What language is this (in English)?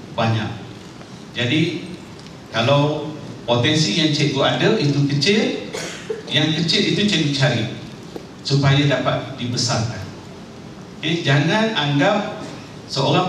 Malay